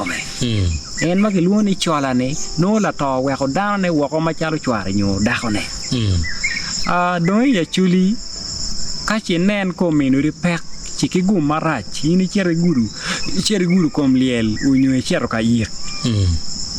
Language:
Acoli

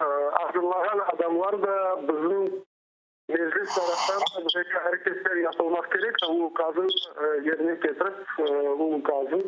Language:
Crimean Tatar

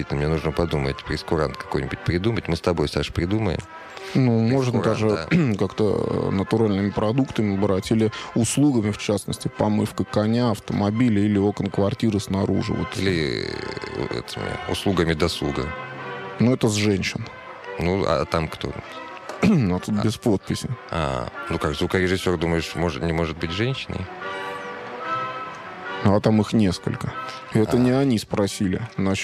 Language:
Russian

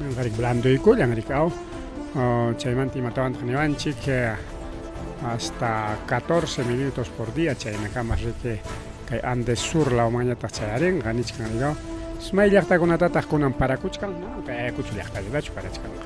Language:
Ayacucho Quechua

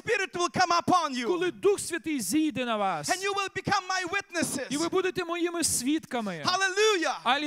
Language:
Ukrainian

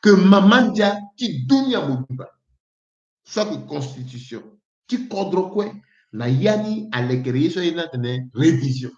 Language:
Sango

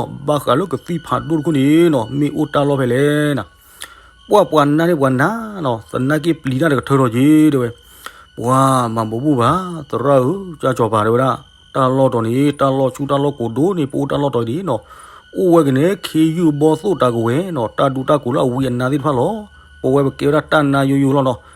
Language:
S'gaw Karen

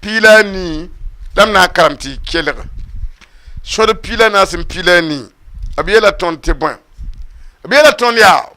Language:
Mossi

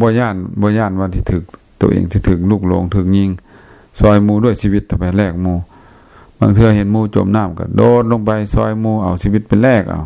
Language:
Lao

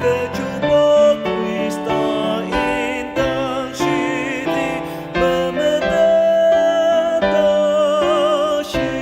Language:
Ao Naga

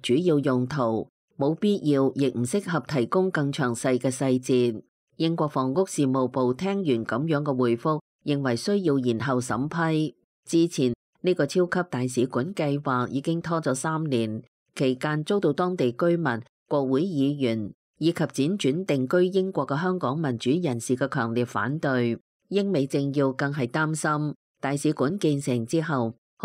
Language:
Cantonese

